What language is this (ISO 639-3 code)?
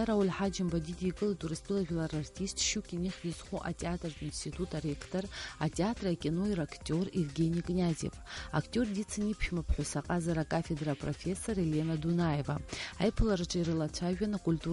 abk